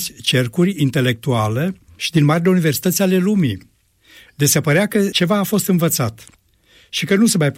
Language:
Romanian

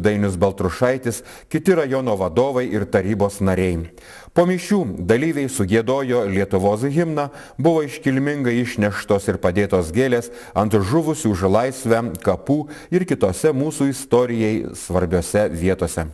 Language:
Lithuanian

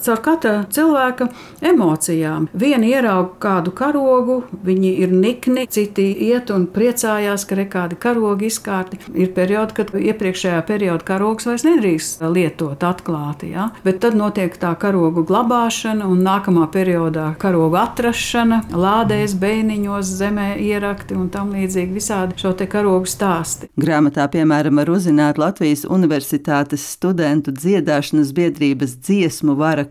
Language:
Latvian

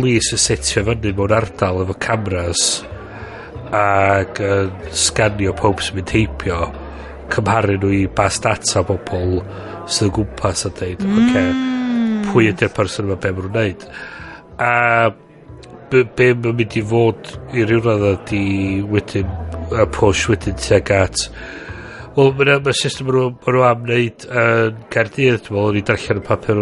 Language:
Welsh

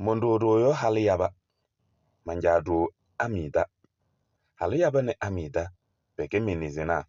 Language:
Kabiyè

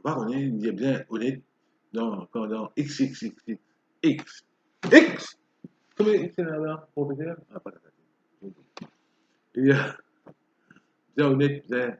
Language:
Morisyen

